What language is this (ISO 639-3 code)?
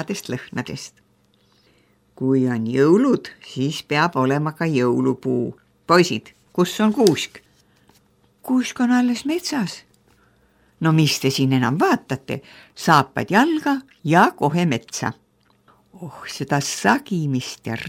est